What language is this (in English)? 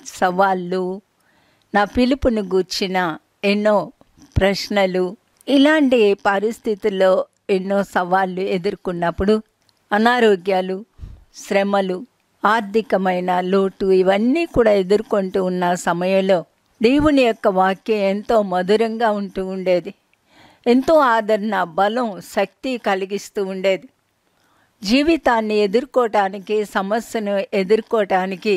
Telugu